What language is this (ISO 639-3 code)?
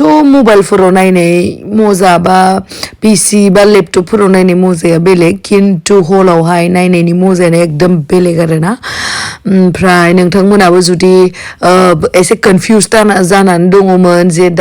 brx